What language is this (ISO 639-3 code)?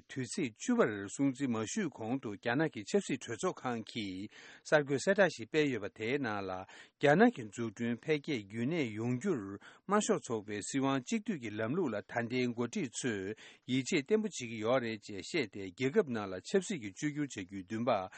bod